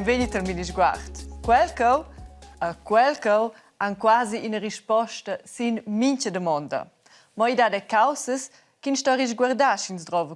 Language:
Romansh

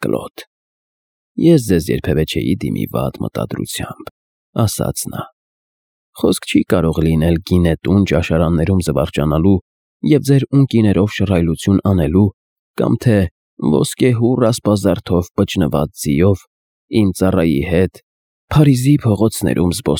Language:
Armenian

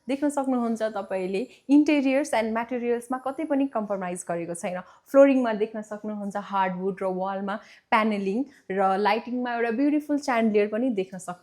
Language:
Nepali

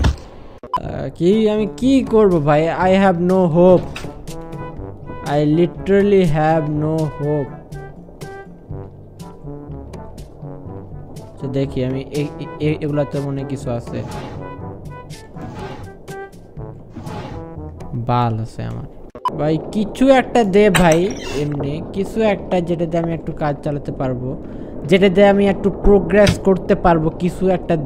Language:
Bangla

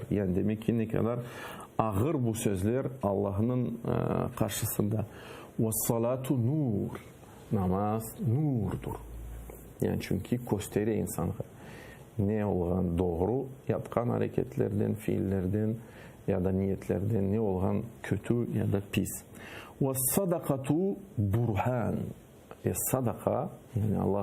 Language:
Crimean Tatar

